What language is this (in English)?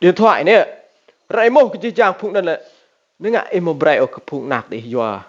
Rade